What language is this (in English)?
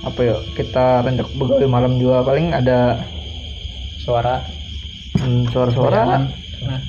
Banjar